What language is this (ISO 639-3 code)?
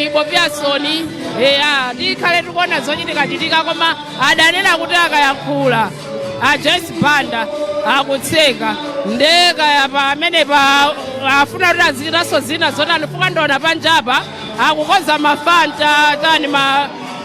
nya